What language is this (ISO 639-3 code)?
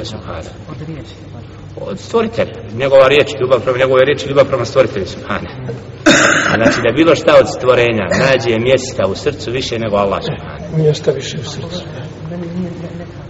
bos